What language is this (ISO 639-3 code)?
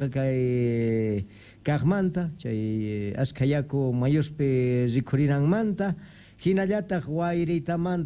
quh